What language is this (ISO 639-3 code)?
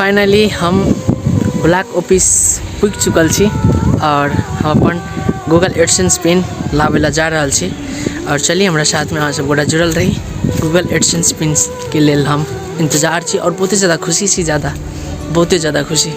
mai